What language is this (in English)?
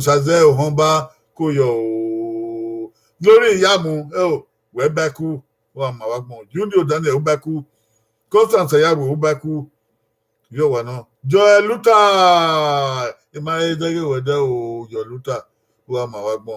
Bini